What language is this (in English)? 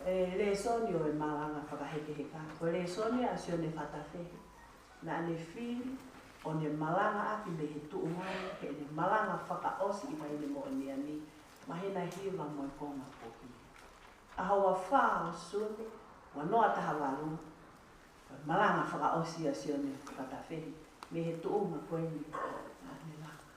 Tongan